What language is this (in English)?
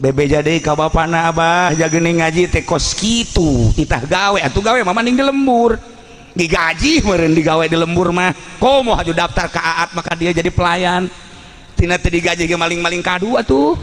Sundanese